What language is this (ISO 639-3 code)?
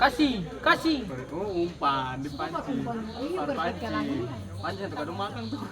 abs